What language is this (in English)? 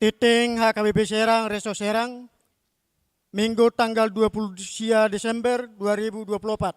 Batak Toba